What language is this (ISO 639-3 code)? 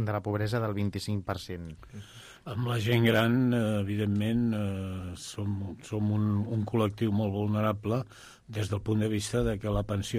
cat